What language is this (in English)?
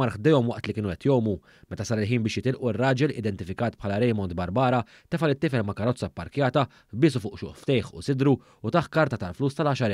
Maltese